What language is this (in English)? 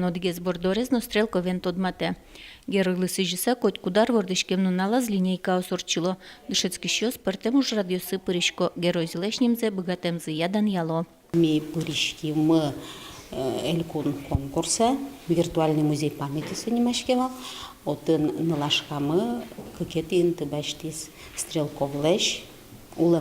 Udmurt